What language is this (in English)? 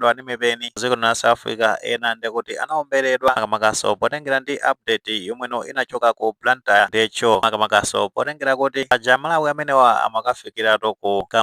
Nyanja